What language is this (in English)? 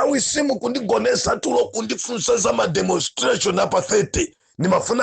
Nyanja